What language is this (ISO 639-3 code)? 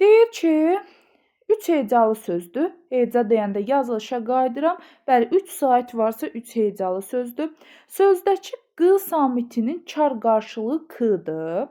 aze